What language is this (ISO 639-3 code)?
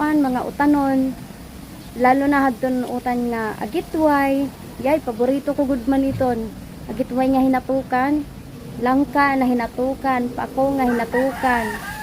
war